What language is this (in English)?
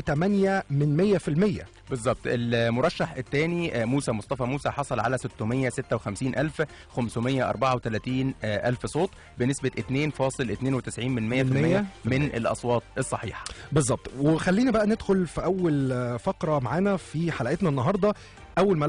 Egyptian Arabic